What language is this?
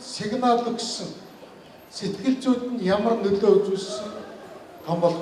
Mongolian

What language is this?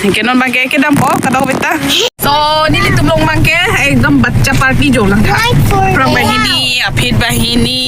Karbi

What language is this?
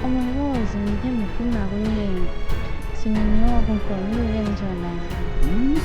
Kachin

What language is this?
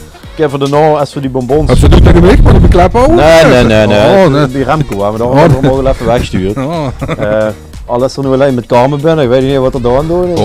Limburgish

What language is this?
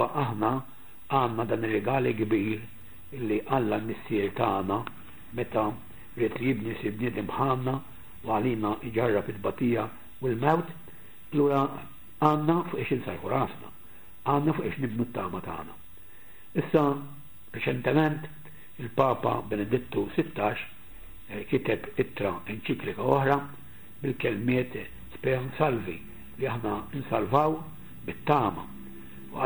Maltese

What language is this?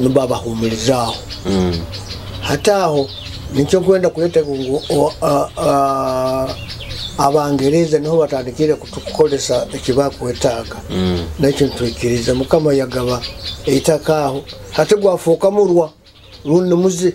Nyoro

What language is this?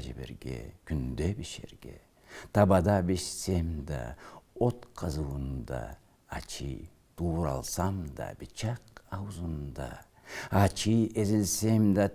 Karachay-Balkar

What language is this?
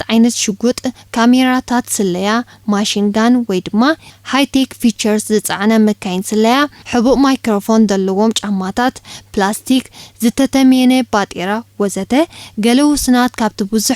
Tigrinya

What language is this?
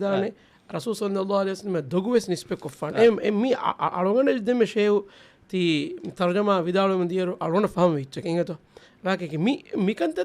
Divehi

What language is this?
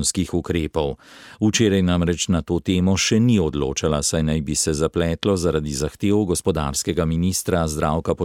Slovenian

